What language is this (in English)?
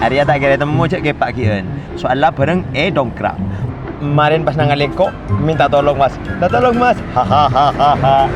Madurese